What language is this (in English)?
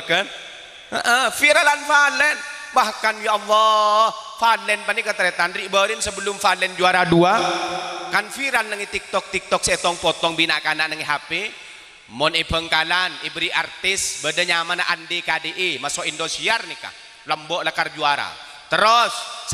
Madurese